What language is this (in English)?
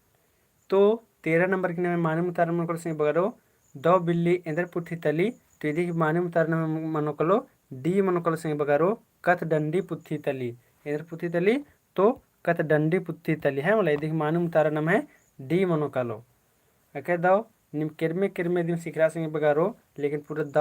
Kurukh